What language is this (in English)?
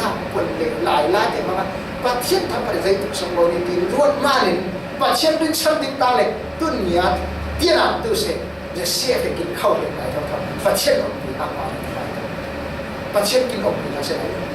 Falam Chin